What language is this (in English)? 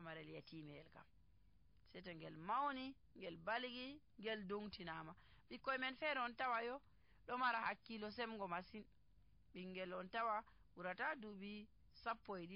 Nigerian Fulfulde